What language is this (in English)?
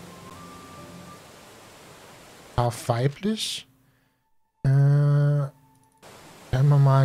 German